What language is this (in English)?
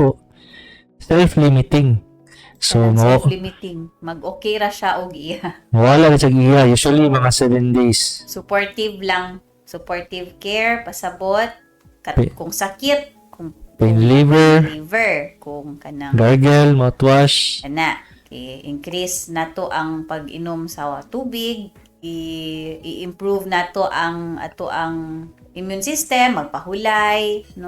Cebuano